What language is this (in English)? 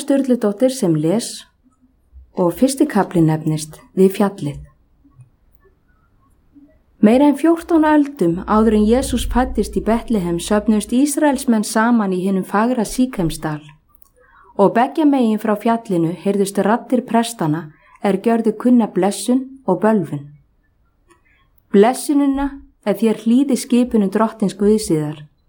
Icelandic